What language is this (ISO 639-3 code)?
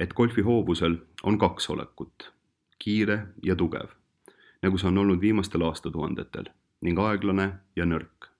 est